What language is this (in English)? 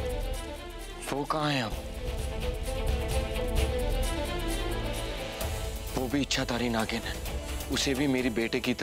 Hindi